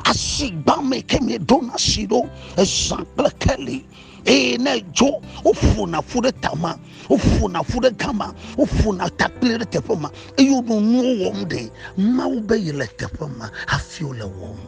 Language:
Ewe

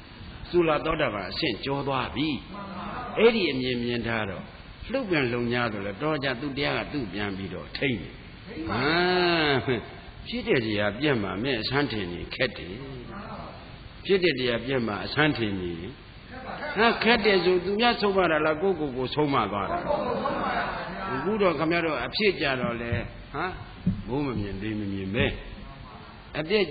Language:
Burmese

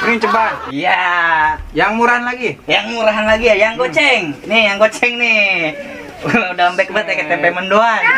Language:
Betawi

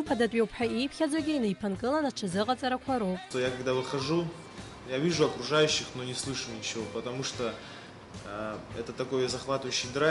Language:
Abkhazian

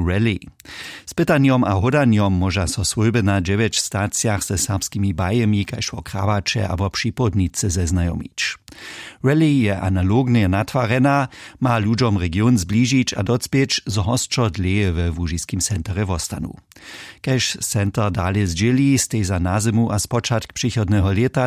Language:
Upper Sorbian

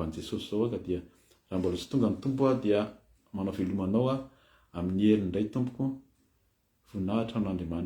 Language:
Malagasy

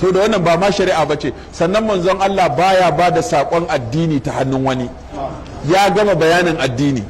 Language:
Hausa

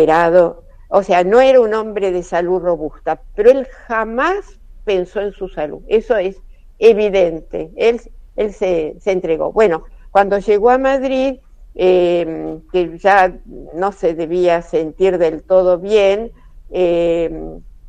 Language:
Spanish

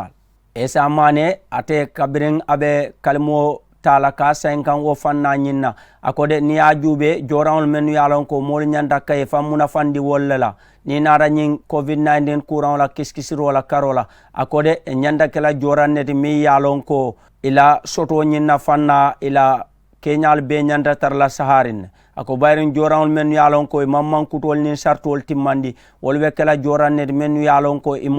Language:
Mandingo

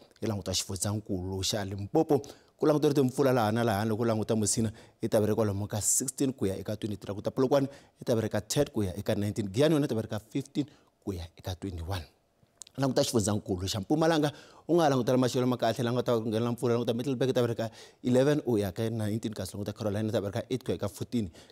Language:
Tsonga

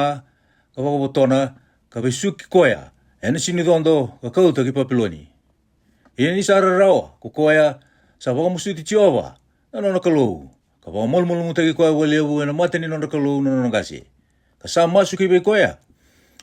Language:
Fijian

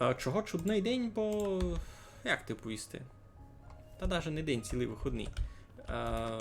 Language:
Rusyn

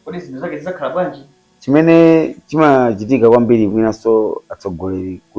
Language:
Nyanja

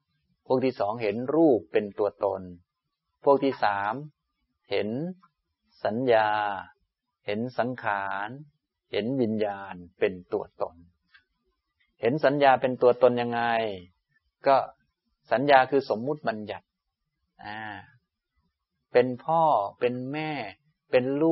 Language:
Thai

